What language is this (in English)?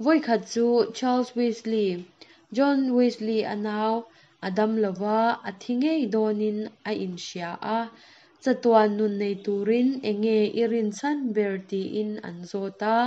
Mizo